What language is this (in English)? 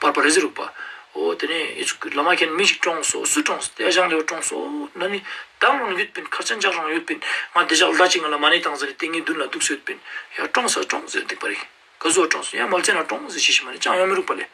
Ladakhi